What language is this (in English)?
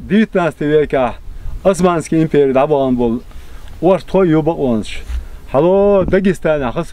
Chechen